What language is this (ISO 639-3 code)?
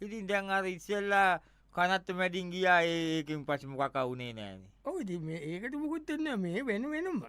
sin